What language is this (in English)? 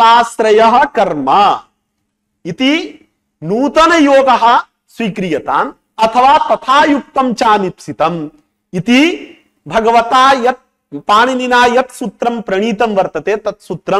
Sanskrit